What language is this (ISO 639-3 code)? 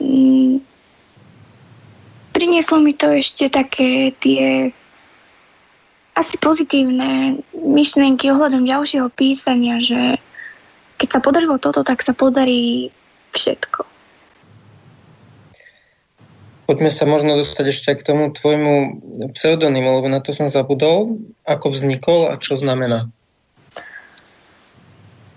slk